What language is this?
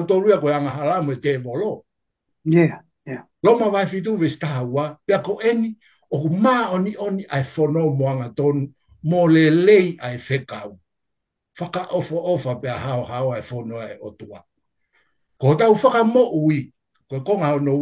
Tongan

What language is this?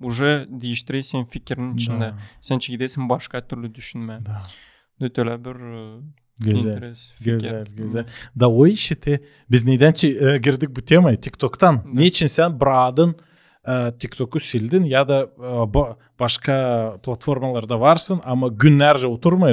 Gagauz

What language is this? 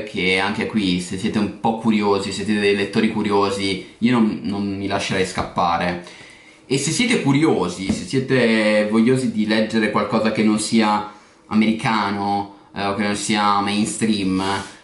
Italian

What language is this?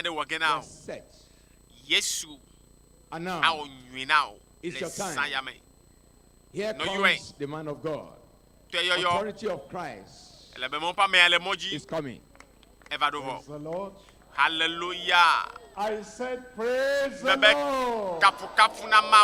Ewe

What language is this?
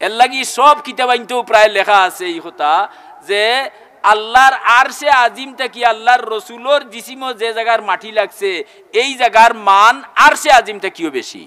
Sylheti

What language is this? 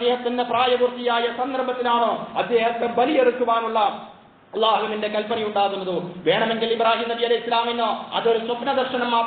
Malayalam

